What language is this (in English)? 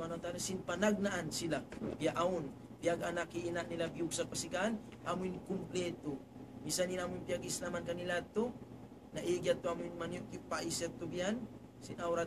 Tausug